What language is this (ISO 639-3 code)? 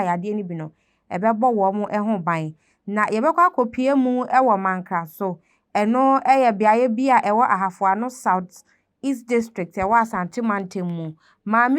aka